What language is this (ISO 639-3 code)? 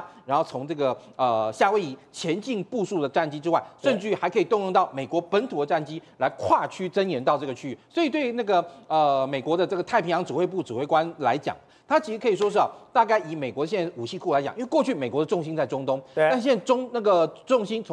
zho